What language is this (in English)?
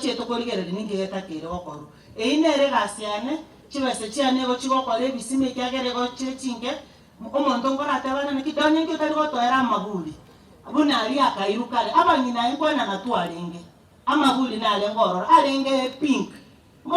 Gusii